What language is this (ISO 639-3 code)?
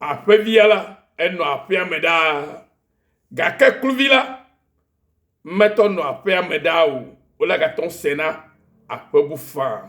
ewe